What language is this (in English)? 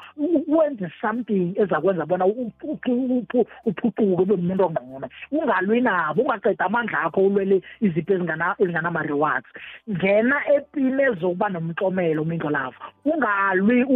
South Ndebele